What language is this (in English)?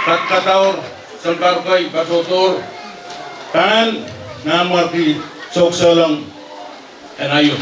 Pohnpeian